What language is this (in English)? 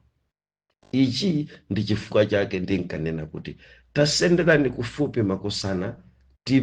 Nyanja